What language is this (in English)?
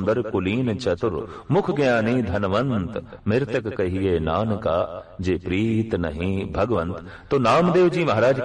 Punjabi